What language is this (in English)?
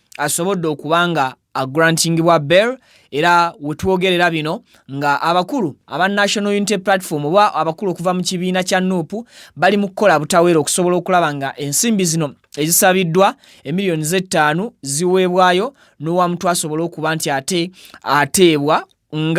Ganda